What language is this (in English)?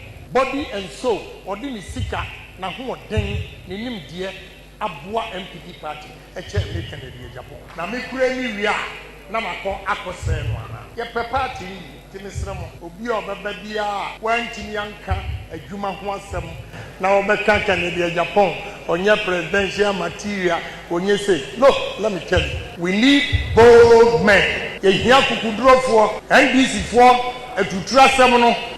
Akan